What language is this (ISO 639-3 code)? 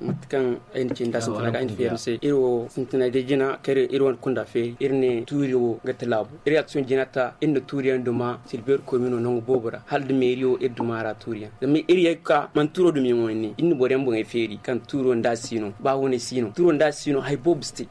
dje